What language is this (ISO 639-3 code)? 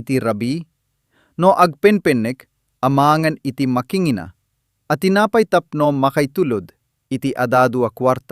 ilo